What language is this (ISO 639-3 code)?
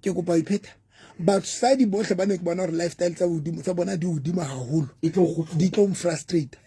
sot